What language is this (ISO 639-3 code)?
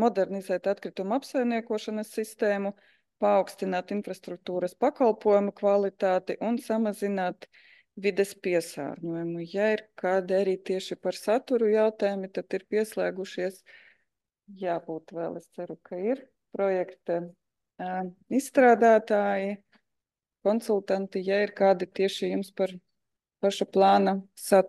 lav